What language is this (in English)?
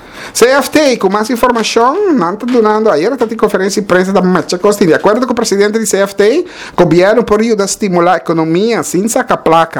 Papiamento